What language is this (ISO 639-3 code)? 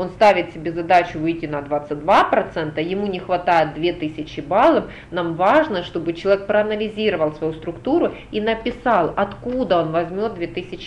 rus